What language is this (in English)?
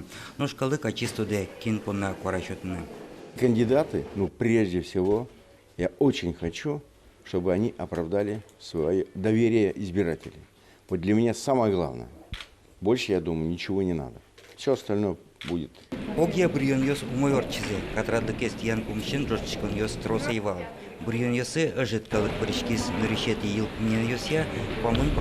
Udmurt